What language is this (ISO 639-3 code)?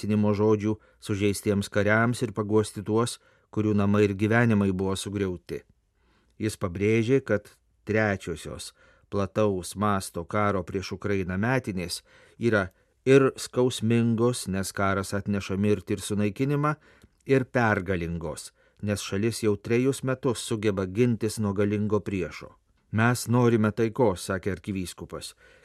lit